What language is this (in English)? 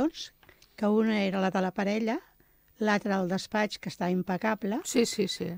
Catalan